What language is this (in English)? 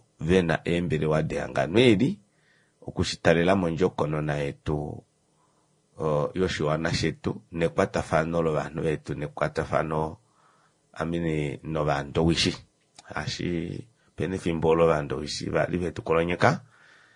Kuanyama